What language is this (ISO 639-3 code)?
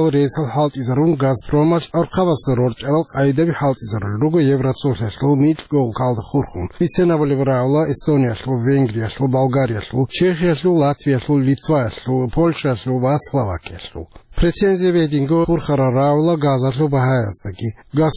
ava